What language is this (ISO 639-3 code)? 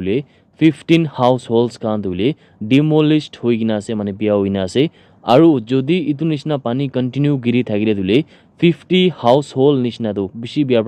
nag